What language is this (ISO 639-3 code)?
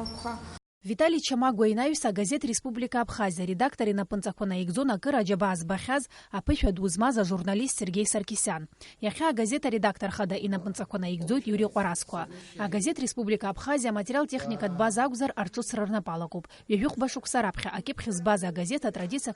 abk